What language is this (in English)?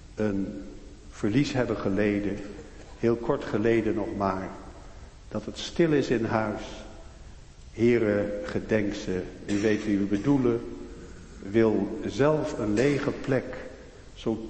Dutch